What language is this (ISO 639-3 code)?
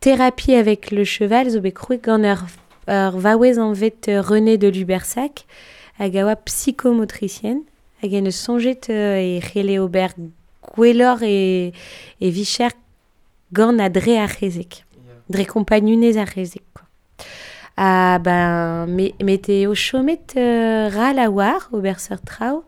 bre